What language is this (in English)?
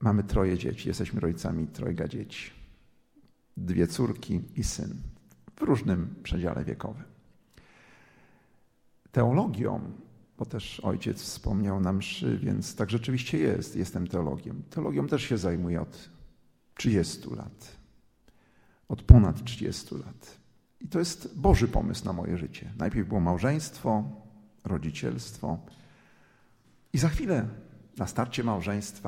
Polish